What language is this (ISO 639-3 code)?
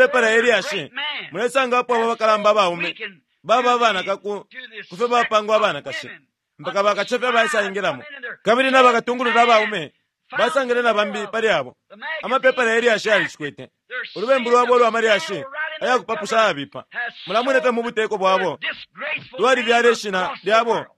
bem